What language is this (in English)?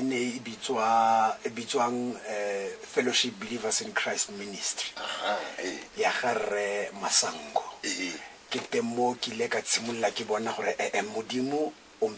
Tswana